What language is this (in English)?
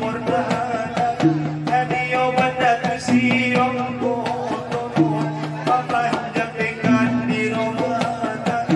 Batak Angkola